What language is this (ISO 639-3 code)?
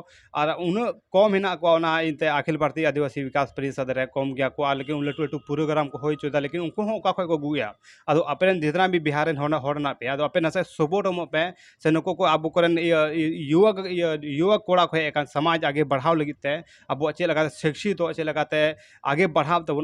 sat